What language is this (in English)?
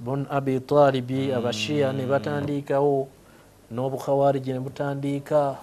Ganda